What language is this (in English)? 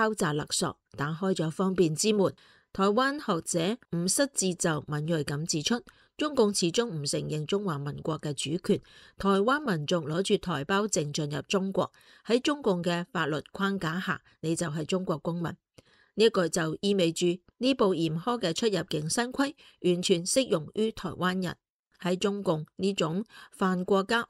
Cantonese